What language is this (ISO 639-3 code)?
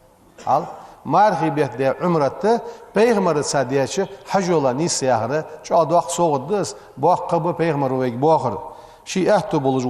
inh